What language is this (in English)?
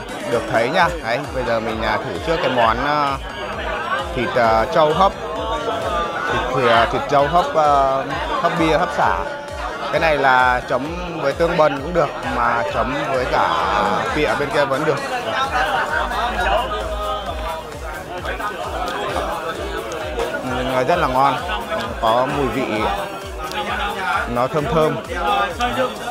Vietnamese